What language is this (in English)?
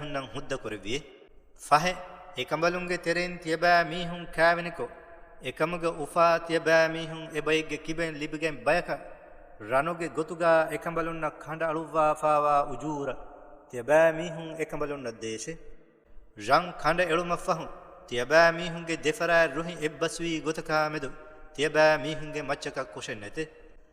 Divehi